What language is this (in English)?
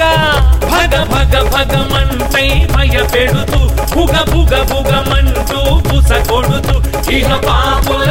Telugu